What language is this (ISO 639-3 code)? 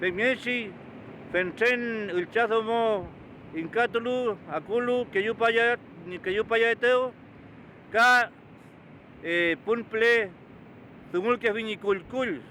arn